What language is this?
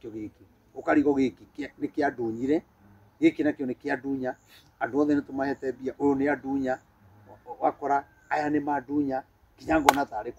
Kikuyu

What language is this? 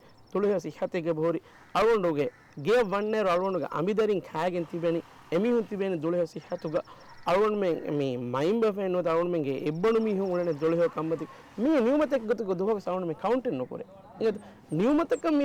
Divehi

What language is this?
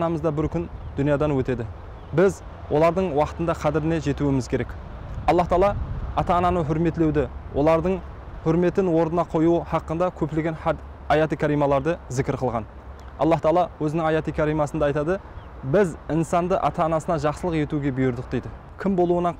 Kara-Kalpak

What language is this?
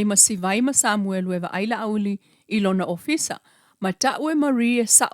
Samoan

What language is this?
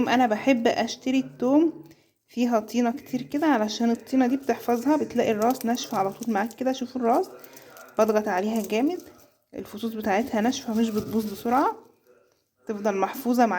Egyptian Arabic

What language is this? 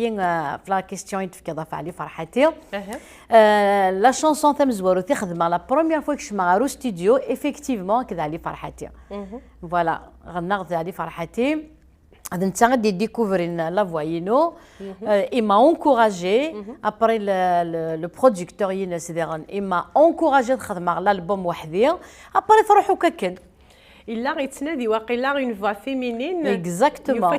Kabyle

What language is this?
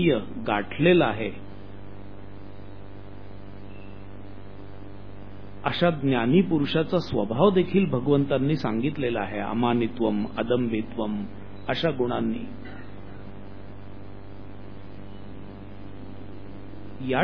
Marathi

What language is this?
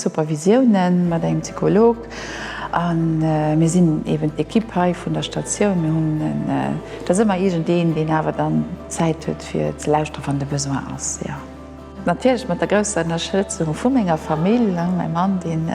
Luxembourgish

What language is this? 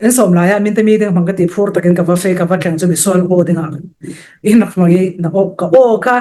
Falam Chin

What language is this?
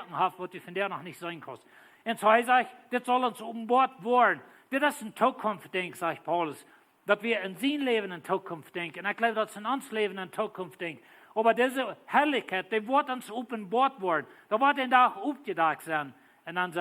Plautdietsch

